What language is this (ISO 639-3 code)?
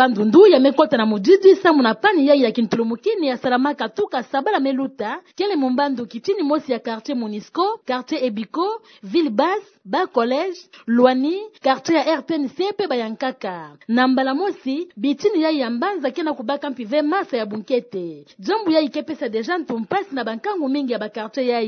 ktu